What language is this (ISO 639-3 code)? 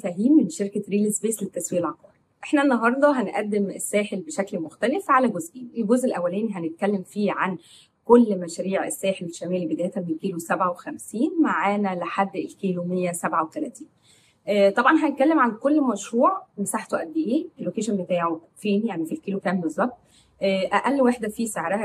arz